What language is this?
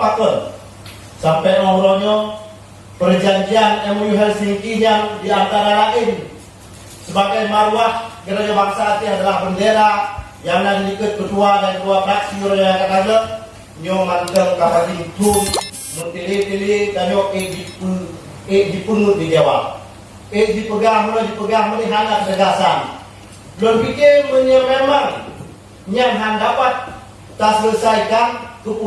Achinese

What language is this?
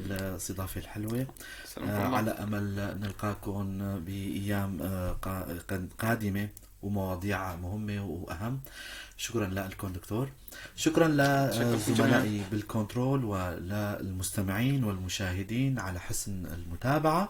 North Levantine Arabic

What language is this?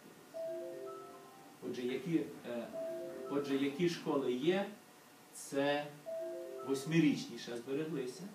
Ukrainian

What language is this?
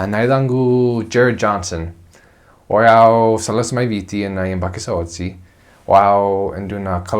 Fijian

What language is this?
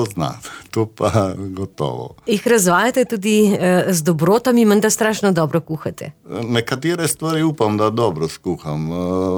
Slovenian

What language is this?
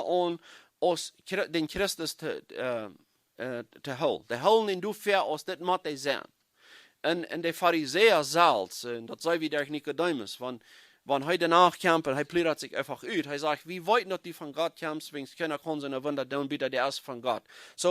Plautdietsch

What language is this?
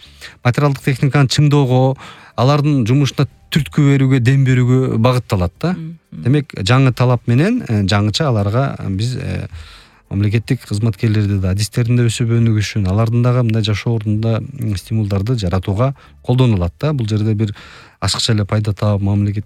Kyrgyz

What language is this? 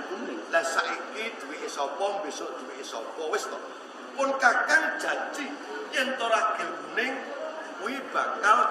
Javanese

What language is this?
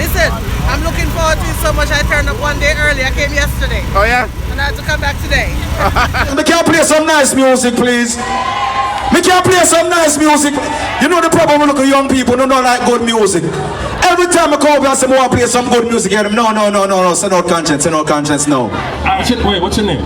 Jamaican Creole English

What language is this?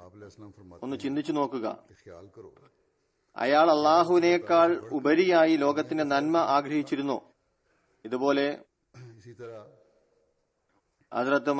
Malayalam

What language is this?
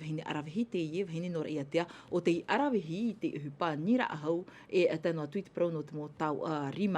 Tahitian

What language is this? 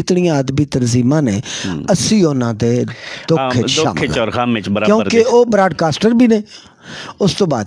Punjabi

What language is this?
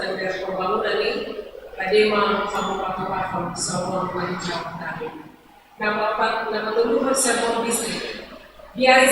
Batak Toba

